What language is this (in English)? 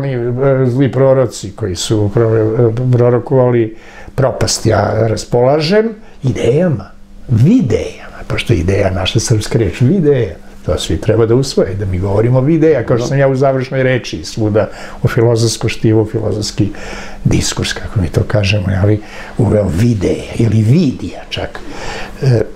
Serbian